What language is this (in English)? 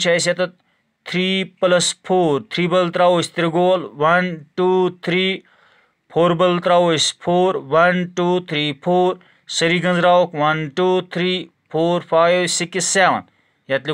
Kashmiri